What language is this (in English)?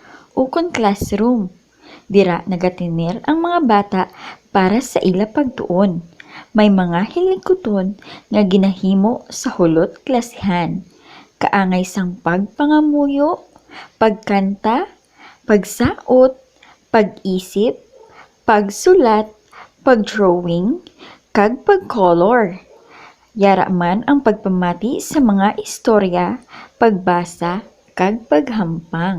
Hiligaynon